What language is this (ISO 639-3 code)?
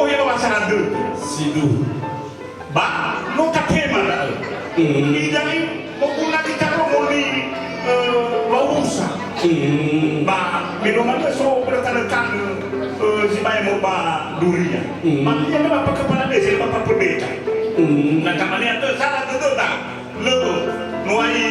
nia